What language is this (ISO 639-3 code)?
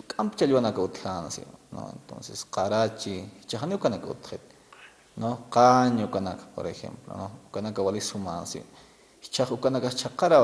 aym